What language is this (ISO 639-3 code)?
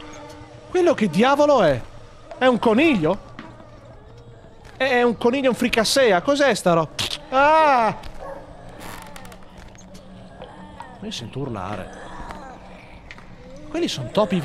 ita